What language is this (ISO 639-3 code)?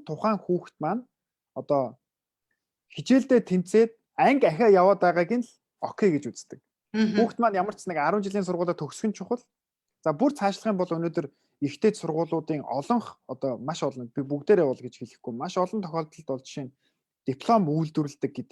mon